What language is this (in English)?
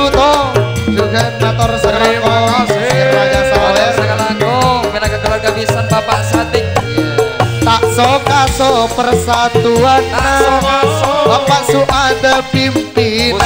Madurese